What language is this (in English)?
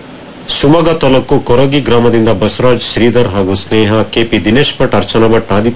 Kannada